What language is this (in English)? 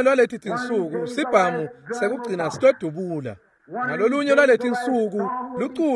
Swati